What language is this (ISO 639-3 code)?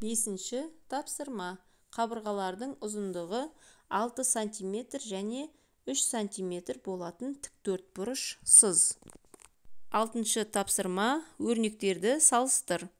kaz